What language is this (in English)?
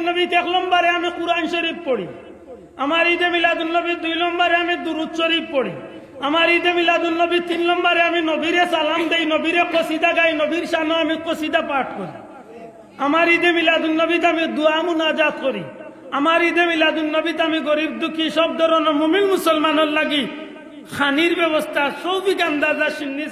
Sylheti